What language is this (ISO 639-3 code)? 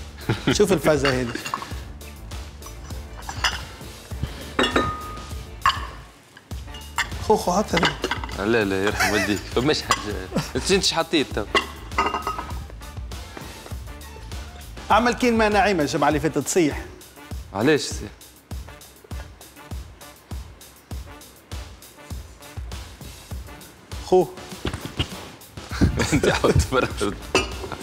aeb